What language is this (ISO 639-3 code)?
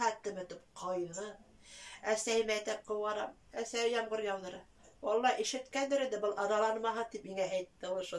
bak